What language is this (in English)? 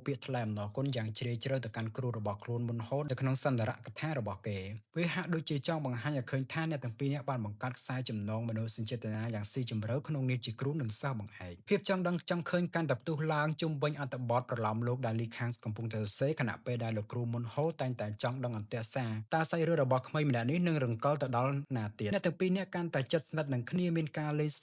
Khmer